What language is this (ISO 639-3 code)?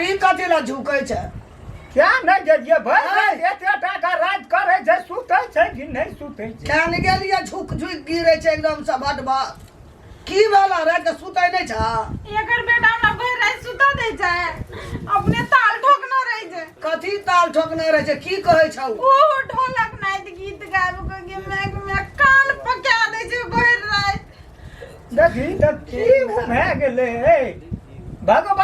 mai